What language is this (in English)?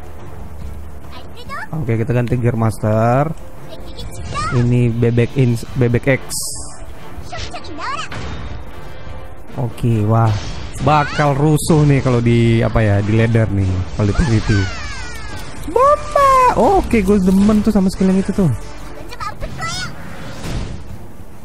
Indonesian